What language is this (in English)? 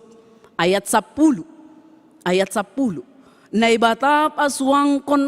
Batak Simalungun